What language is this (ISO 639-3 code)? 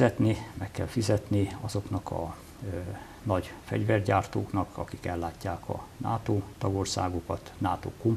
hun